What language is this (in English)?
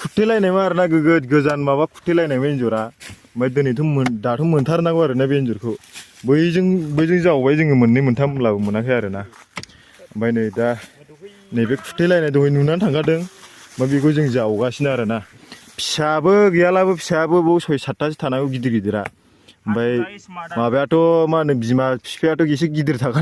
Bodo